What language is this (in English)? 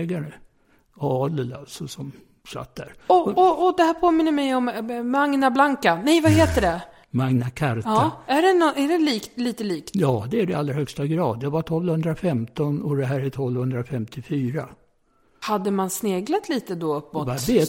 Swedish